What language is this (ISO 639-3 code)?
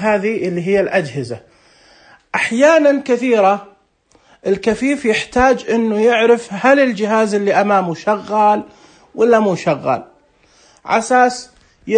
ars